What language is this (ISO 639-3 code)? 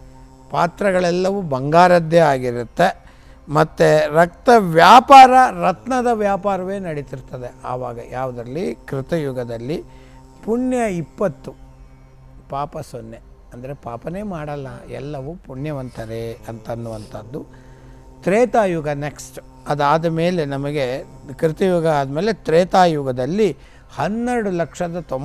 kan